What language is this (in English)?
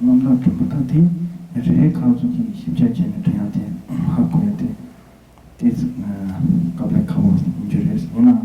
Tibetan